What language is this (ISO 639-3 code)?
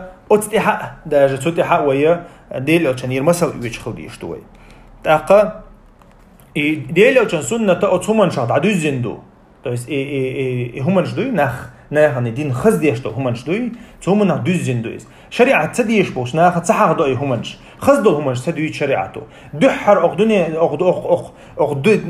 che